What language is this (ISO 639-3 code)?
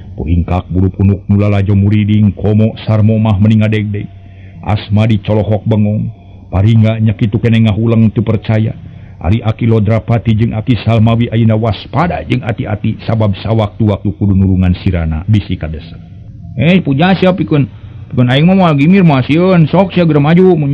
sun